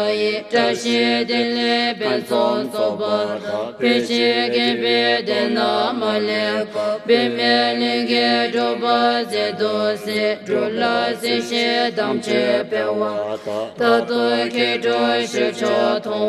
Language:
Classical Tibetan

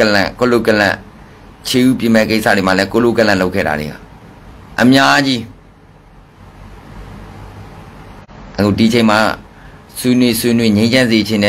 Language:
Burmese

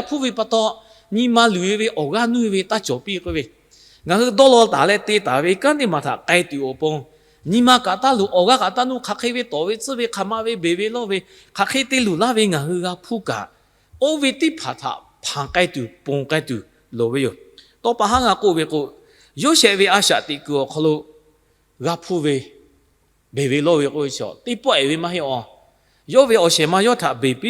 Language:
Lahu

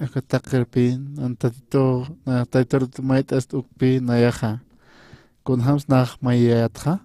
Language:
Aymara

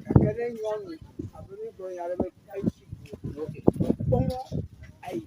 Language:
Ewe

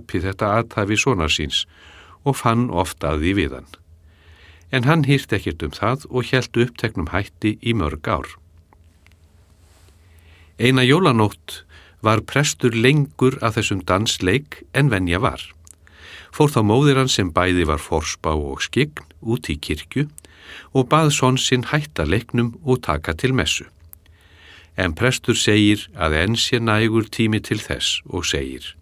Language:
Icelandic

